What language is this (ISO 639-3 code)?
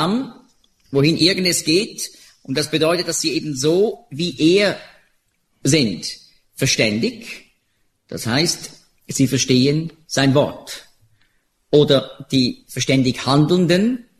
deu